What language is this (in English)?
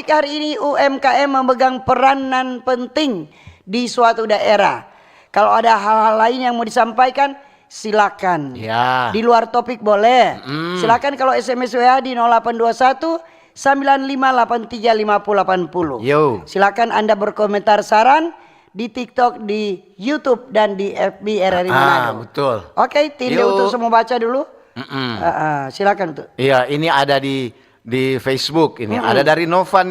Manado Malay